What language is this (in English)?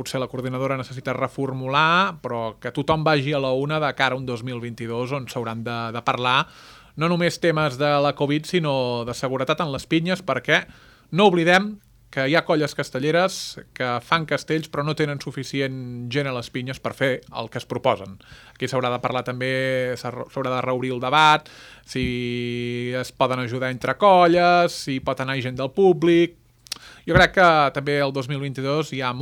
Catalan